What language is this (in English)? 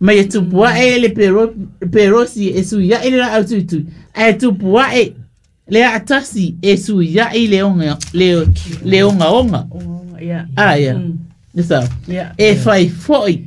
Samoan